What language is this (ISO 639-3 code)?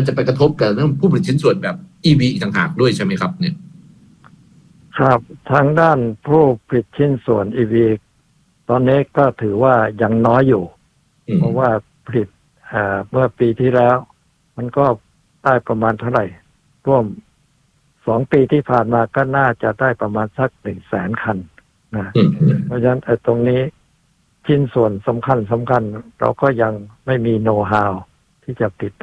tha